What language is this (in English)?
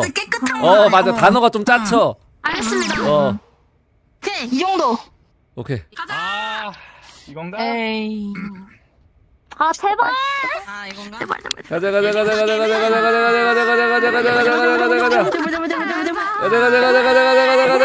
Korean